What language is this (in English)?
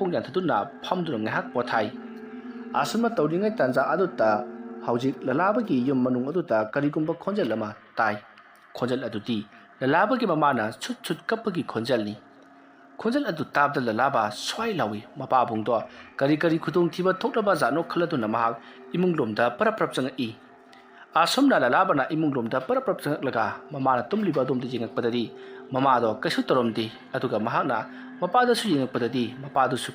Manipuri